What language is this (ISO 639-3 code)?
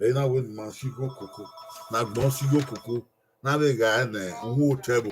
bin